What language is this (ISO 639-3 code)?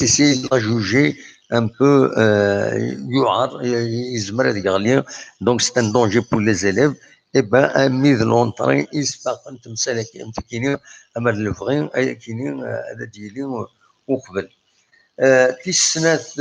kab